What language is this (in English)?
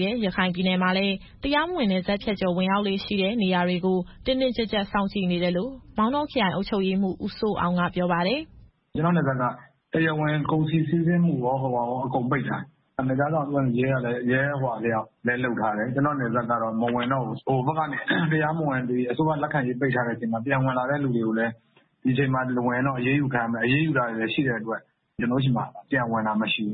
Burmese